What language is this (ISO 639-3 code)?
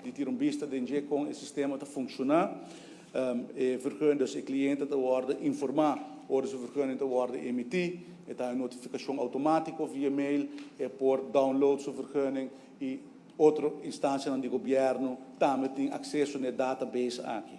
pap